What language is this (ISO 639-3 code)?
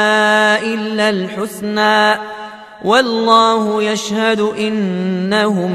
ara